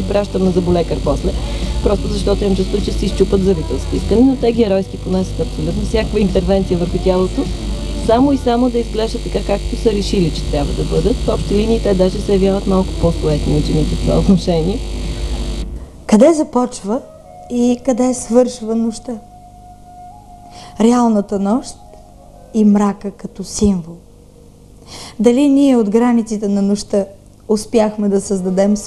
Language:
Bulgarian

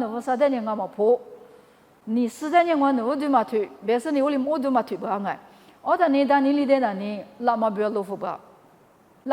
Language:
Lisu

